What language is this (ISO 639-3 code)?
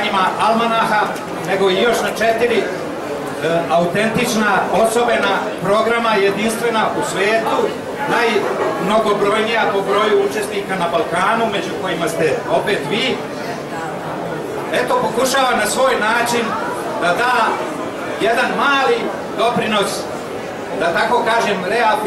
srp